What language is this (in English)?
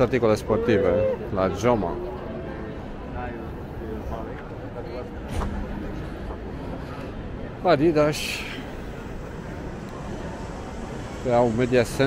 Romanian